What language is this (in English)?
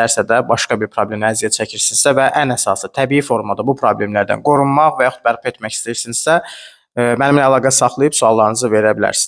Azerbaijani